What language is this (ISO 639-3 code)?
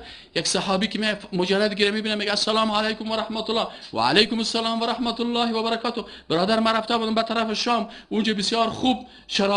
fas